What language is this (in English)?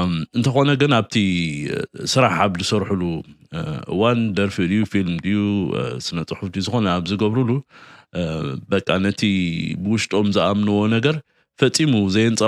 Tigrinya